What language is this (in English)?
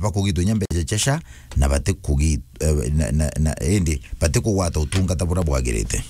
Meru